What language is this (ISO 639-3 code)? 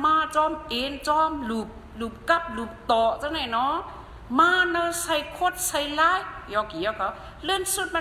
shn